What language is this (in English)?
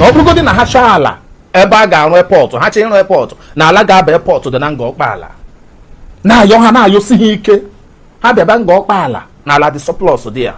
Igbo